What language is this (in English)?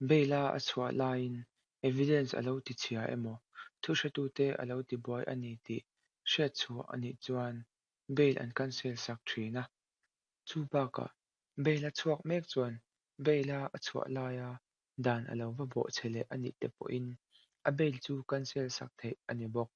Mizo